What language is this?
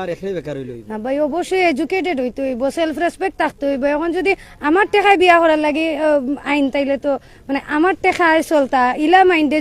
Sylheti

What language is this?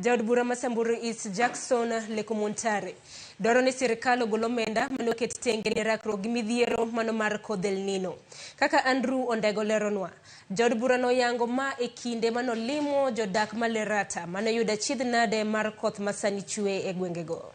Luo (Kenya and Tanzania)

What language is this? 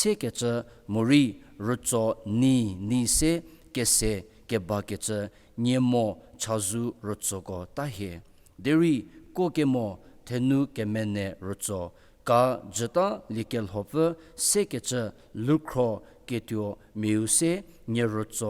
Angami Naga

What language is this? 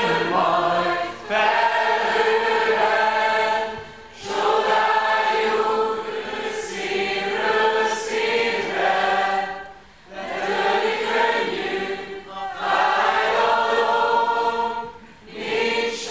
Hungarian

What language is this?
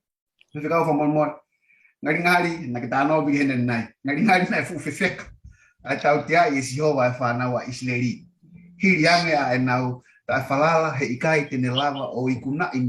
Tongan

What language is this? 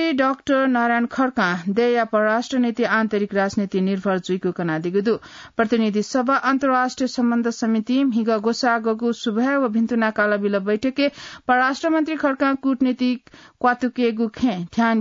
Newari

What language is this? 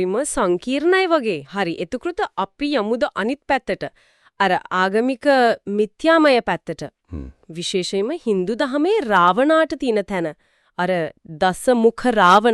Sinhala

